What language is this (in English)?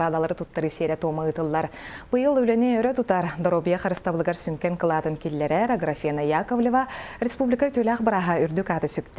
Yakut